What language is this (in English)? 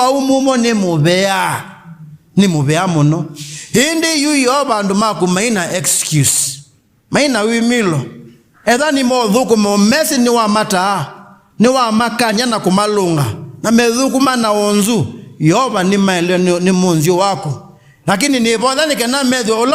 Kamba